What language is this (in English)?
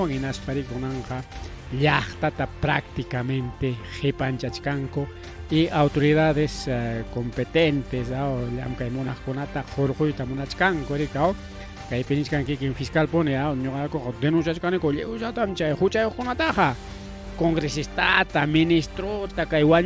Ayacucho Quechua